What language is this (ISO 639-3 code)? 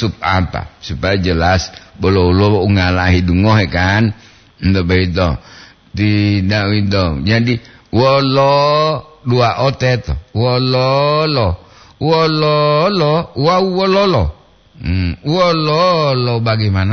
gor